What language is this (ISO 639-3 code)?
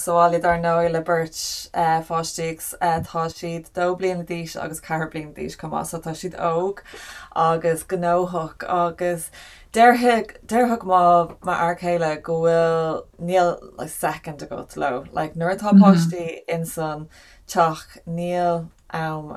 gle